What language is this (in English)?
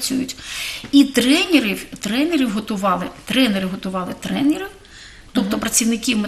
Ukrainian